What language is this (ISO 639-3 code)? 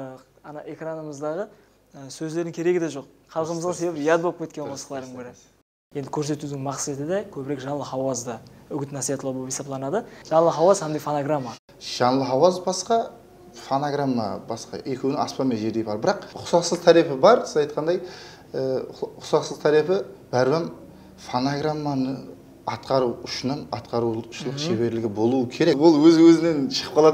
kaa